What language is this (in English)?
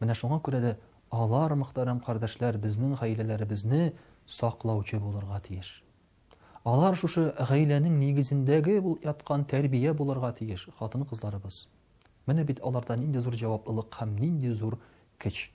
Tatar